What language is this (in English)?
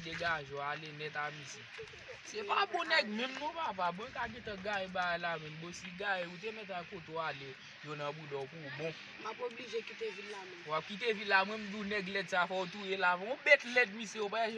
Haitian Creole